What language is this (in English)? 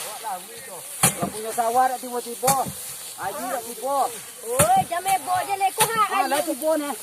Minangkabau